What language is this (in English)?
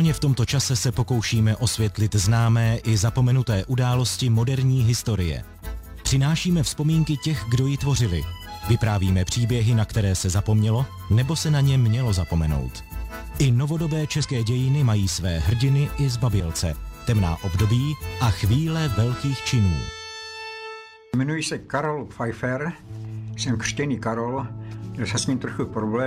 Czech